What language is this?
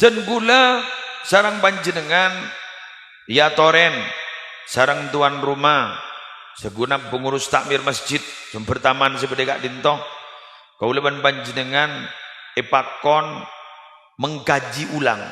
Madurese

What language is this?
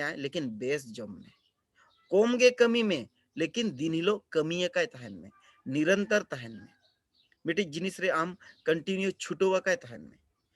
Santali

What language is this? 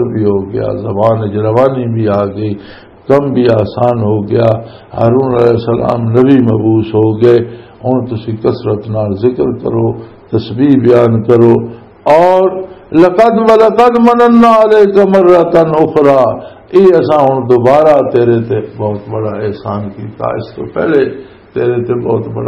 Western Panjabi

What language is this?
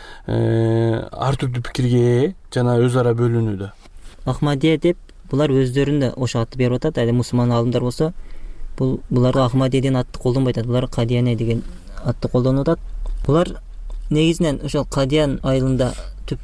Kyrgyz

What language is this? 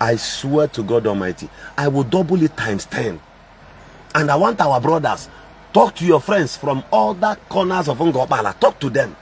Igbo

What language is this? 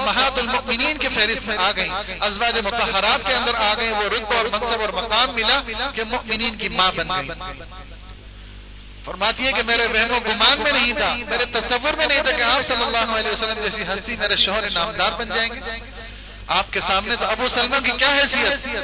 Urdu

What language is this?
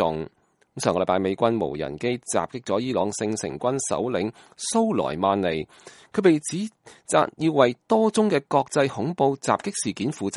Cantonese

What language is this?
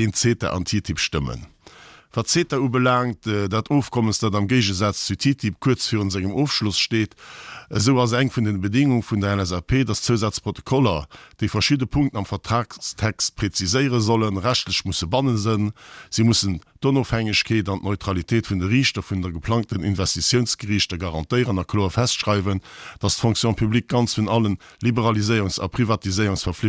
Luxembourgish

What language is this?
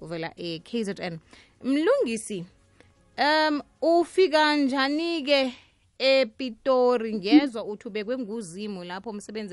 South Ndebele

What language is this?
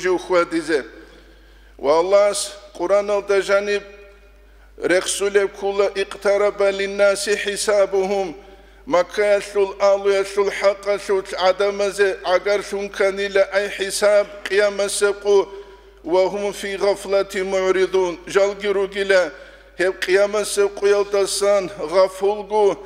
Avaric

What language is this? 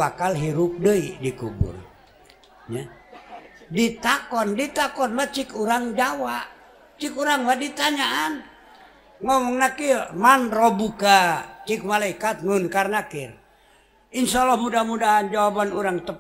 Sundanese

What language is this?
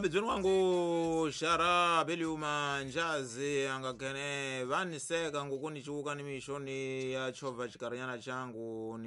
Tsonga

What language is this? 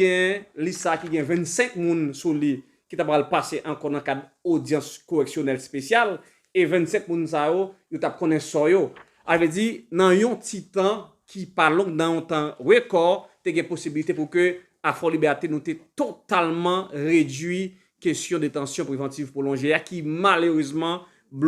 Haitian Creole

